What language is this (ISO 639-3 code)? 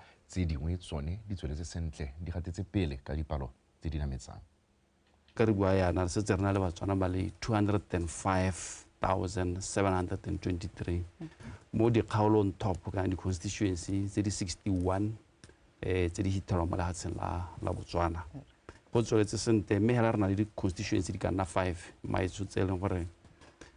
tsn